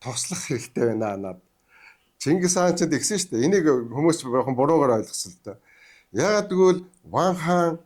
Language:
Mongolian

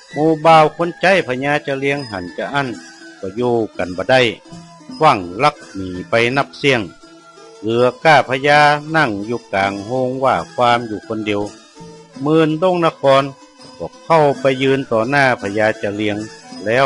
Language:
Northern Thai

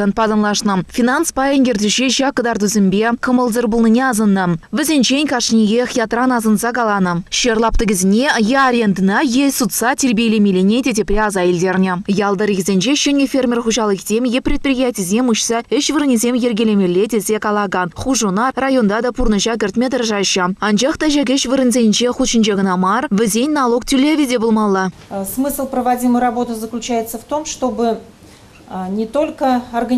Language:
Chuvash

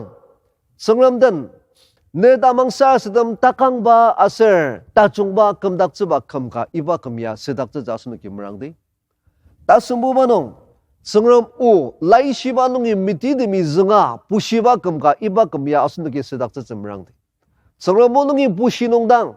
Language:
Ao Naga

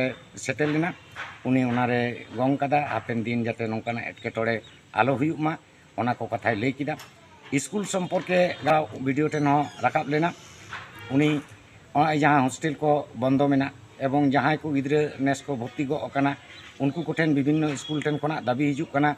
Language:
Santali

